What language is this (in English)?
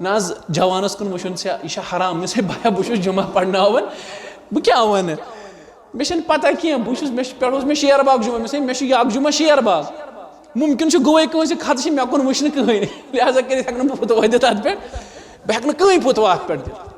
Kashmiri